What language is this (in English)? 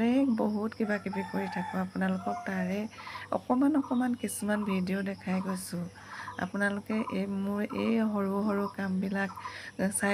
Assamese